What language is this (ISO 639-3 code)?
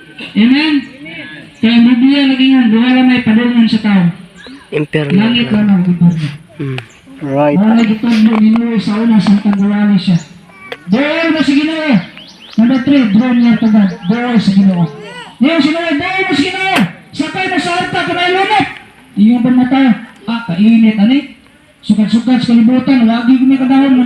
ceb